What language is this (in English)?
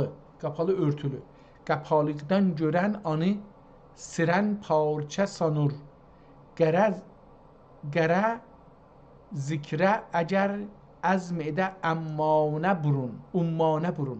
South Azerbaijani